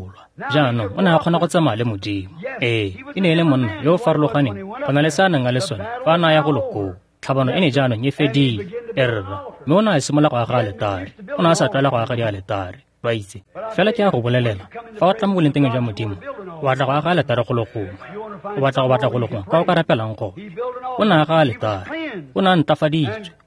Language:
Tswana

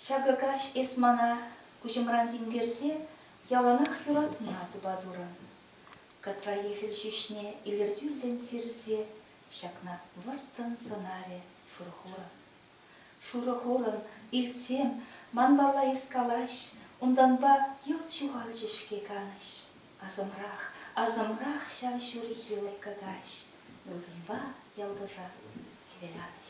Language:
Chuvash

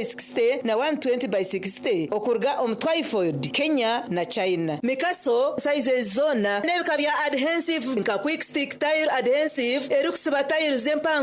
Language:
Nyankole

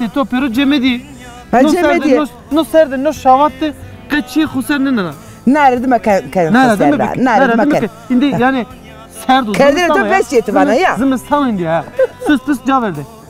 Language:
Zaza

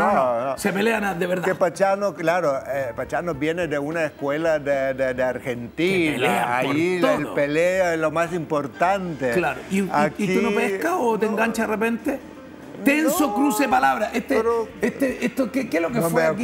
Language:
Spanish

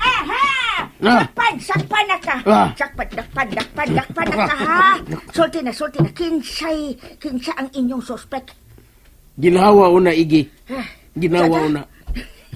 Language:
Cebuano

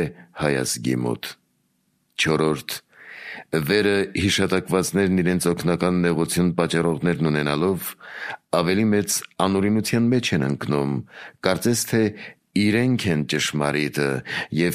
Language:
Armenian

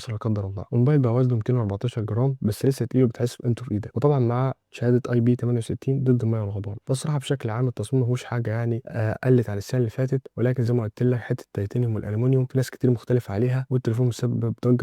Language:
Egyptian Arabic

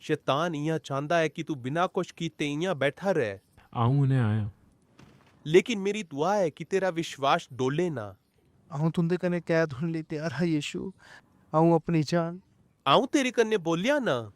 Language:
Dogri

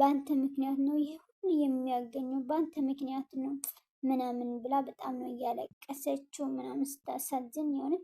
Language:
Amharic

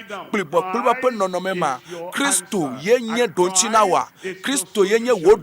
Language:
Ewe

